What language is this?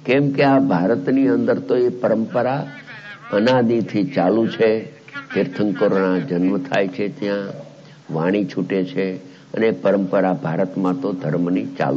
Gujarati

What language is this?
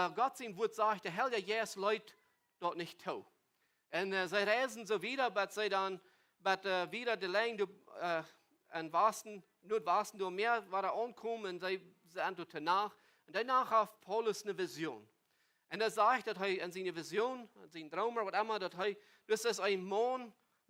Plautdietsch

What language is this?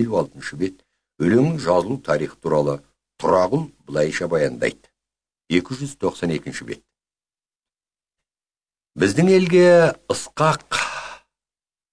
Kazakh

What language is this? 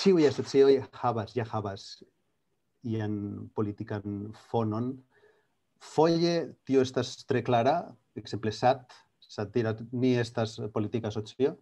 Esperanto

